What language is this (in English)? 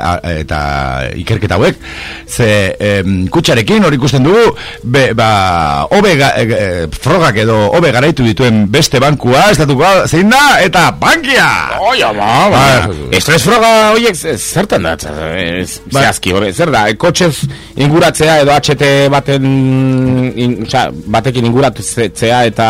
Basque